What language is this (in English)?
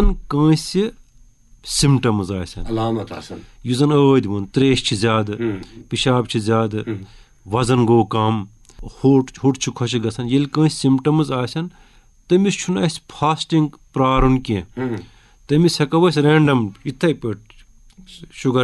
Kashmiri